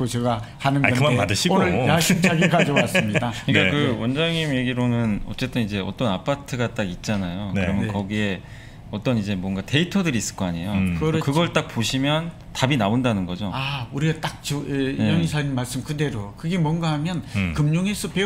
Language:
Korean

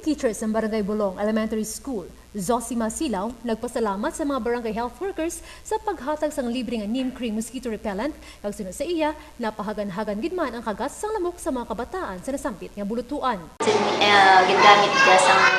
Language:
Hiligaynon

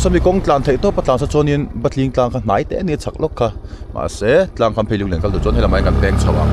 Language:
Mizo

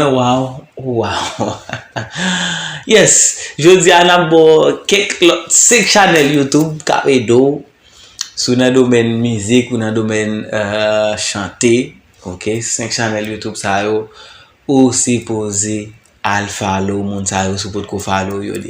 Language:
Haitian Creole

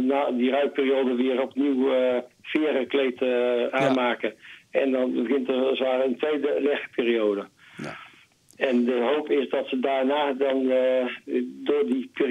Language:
Dutch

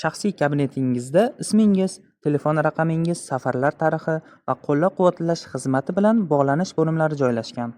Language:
Uzbek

